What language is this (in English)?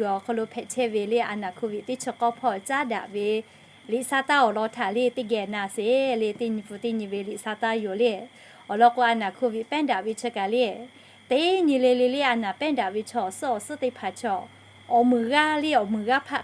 Lahu